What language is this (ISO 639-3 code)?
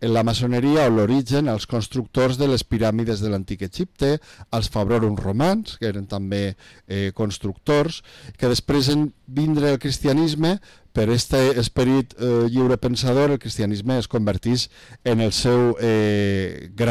cat